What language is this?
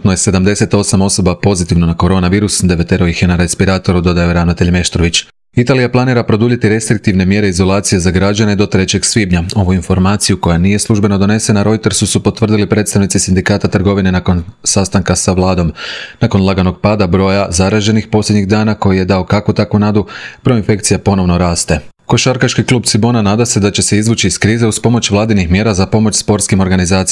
Croatian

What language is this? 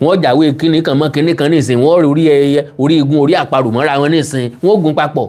Yoruba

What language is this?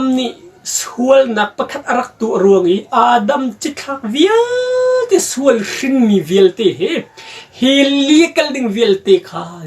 Hakha Chin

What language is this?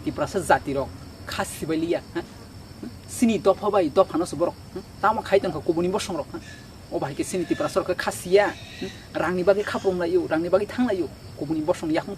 Kok Borok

